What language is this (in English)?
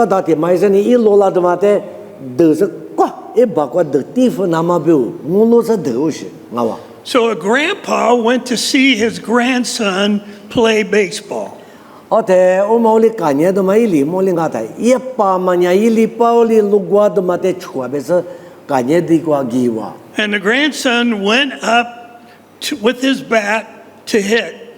Lisu